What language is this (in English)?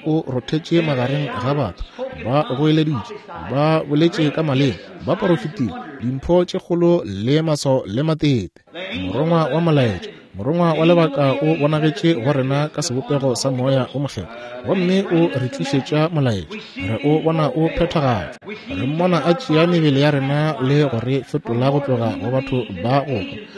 Northern Sotho